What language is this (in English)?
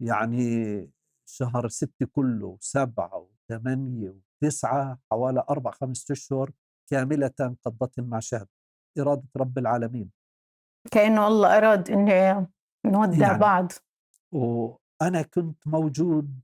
North Levantine Arabic